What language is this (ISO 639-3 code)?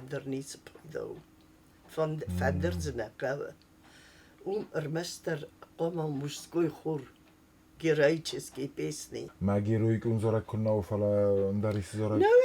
oss